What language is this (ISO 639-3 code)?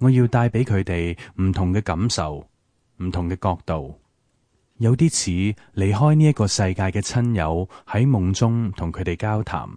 yue